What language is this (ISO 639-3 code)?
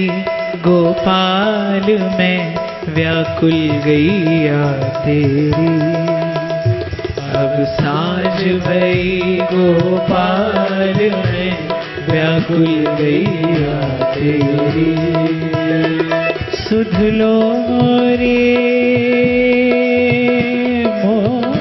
hin